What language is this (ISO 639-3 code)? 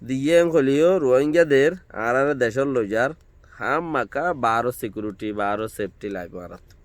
rhg